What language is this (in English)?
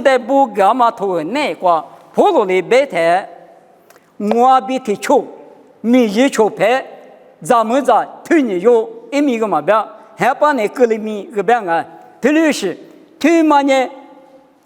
Lisu